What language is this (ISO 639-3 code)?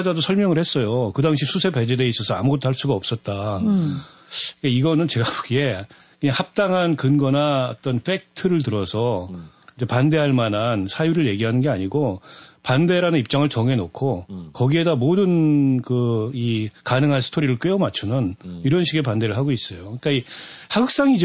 kor